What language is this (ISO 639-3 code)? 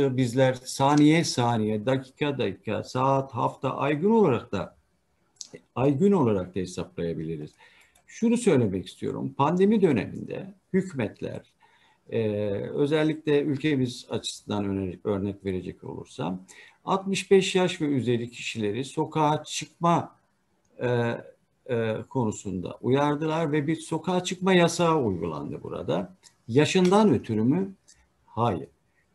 tur